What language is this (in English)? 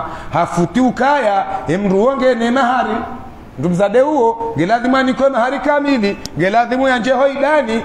Swahili